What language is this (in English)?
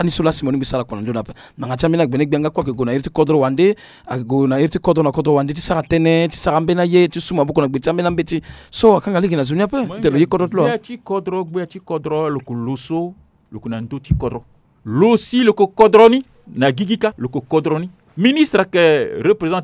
Sango